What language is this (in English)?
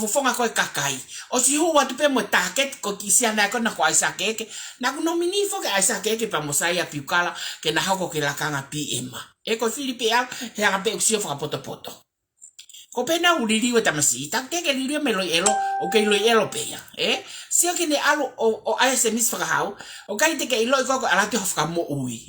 Tongan